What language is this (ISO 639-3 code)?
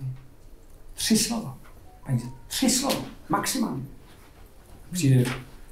ces